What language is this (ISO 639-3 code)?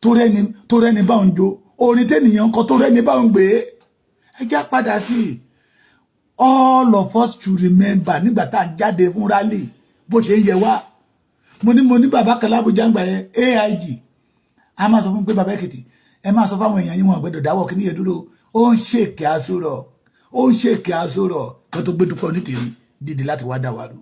yor